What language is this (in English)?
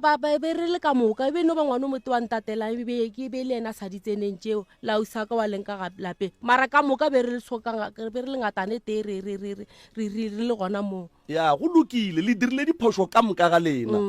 Northern Sotho